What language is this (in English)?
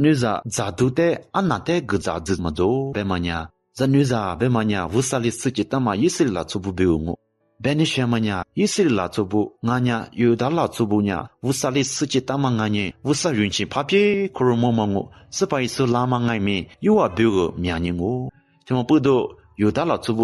Lisu